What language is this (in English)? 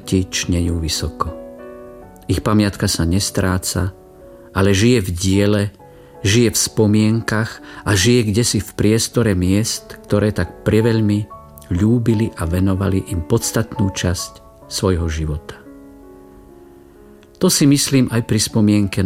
Slovak